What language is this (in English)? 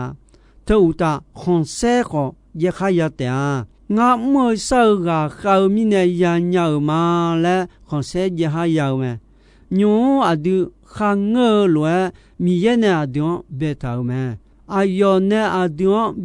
Akha